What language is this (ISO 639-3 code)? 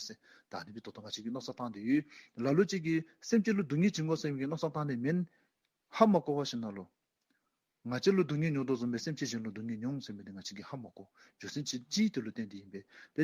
dzo